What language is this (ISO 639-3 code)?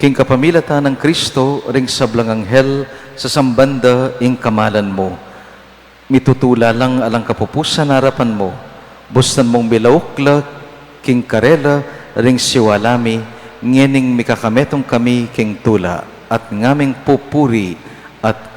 pam